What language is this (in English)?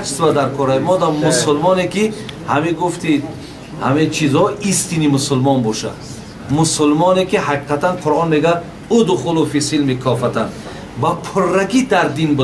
Tajik